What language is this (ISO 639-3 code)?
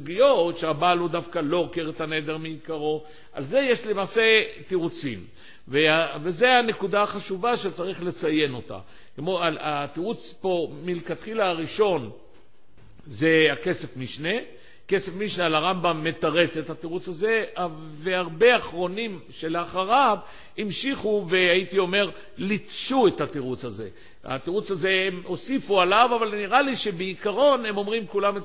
heb